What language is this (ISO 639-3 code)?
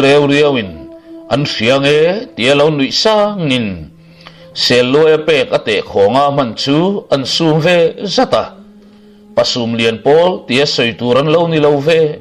lus